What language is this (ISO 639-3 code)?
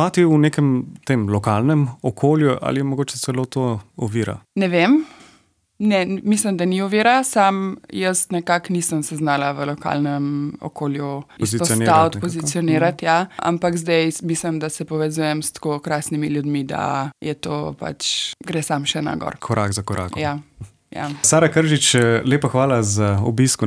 slv